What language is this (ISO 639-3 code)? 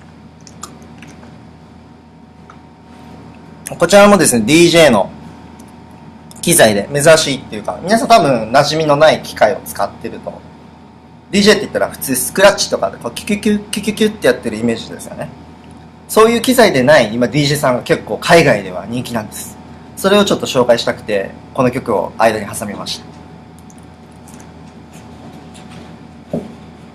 jpn